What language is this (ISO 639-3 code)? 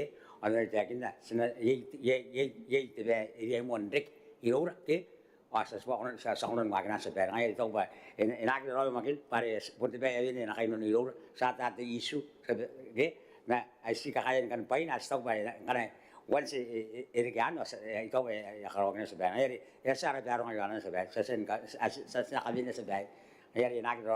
gil